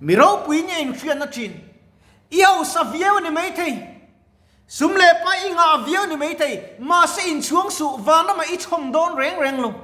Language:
Mizo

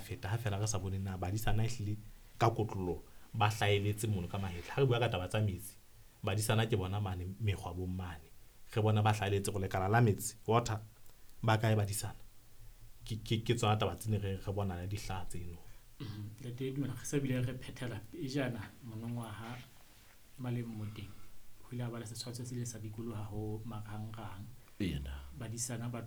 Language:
Southern Sotho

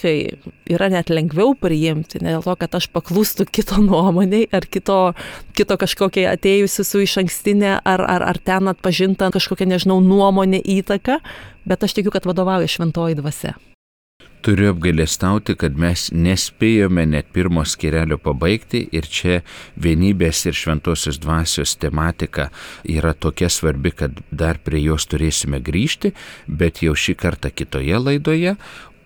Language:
Lithuanian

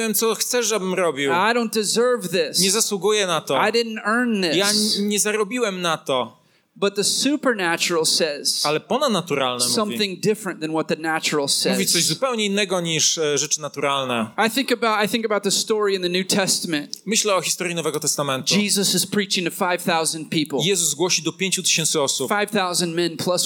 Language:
Polish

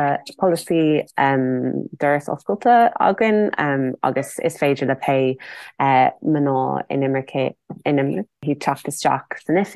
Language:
Irish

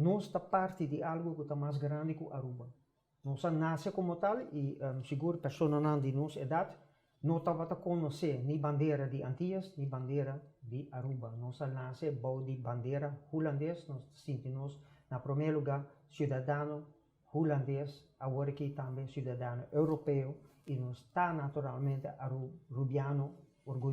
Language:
Papiamento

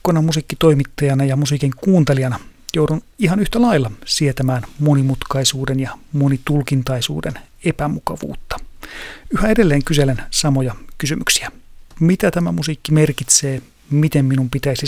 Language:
Finnish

